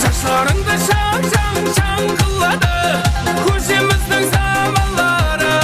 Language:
Kara-Kalpak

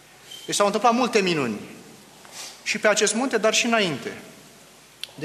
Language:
Romanian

